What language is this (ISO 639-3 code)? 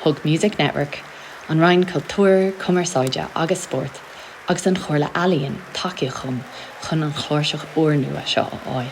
gle